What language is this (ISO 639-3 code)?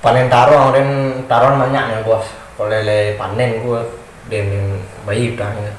min